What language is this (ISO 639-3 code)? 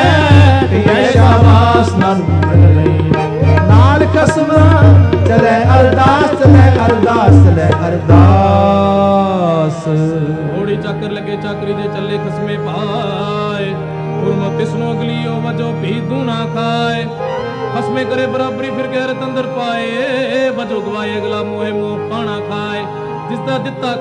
pan